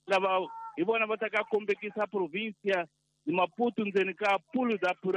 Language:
Tsonga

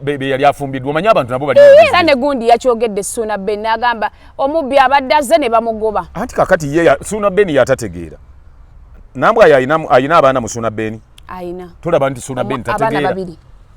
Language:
Ganda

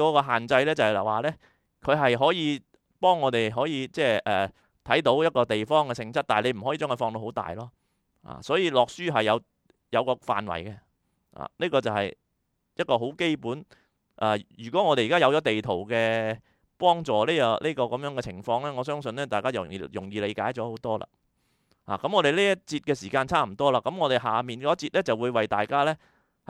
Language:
Cantonese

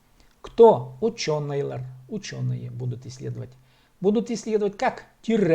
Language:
Khakas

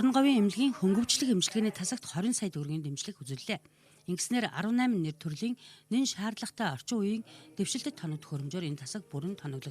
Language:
Mongolian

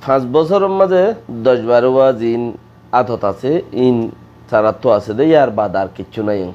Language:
Rohingya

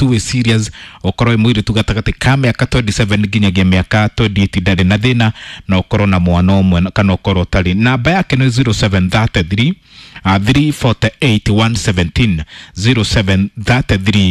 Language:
Kikuyu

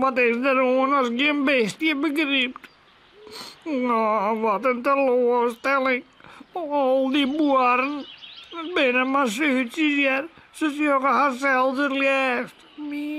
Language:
Western Frisian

